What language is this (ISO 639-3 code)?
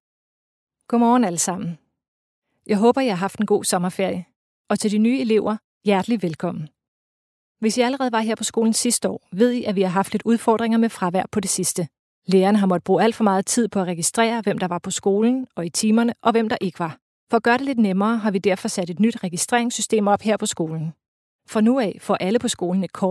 dan